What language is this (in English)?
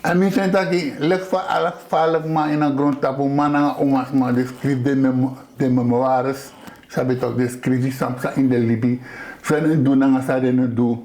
Sranan Tongo